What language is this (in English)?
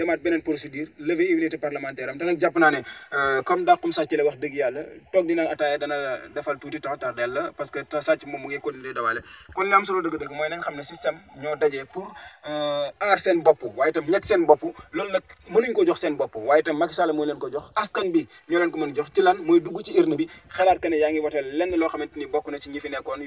Wolof